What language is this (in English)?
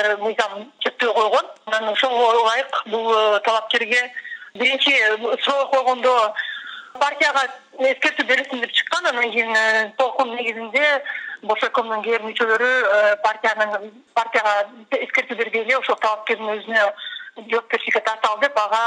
Kyrgyz